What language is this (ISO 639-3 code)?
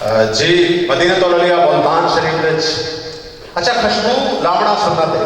skr